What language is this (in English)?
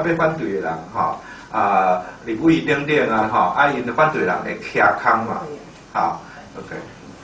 Min Nan Chinese